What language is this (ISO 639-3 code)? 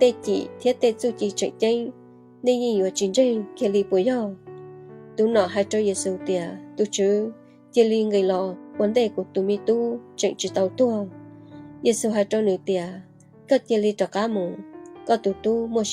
hmn